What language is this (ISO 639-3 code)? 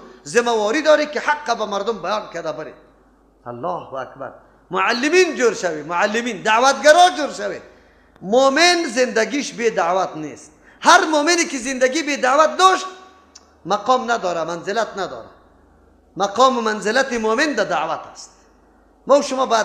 fas